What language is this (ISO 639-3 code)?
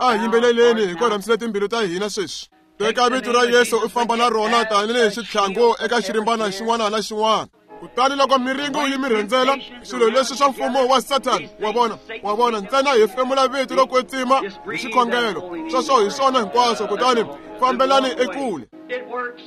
tso